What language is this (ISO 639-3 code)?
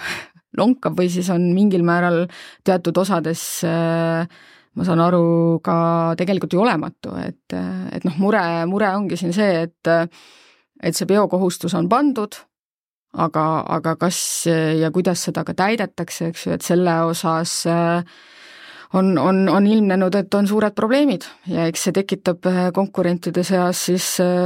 est